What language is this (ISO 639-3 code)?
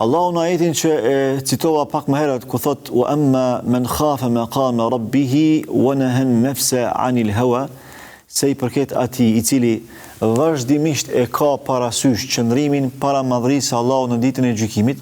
sqi